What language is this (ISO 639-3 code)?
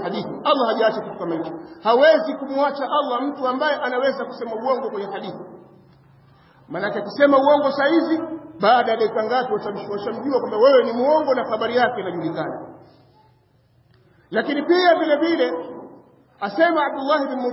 swa